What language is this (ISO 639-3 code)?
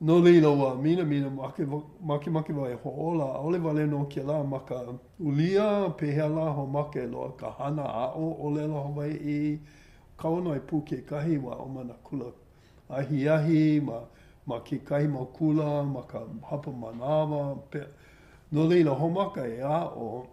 haw